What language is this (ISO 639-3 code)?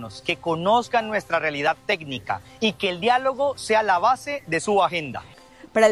spa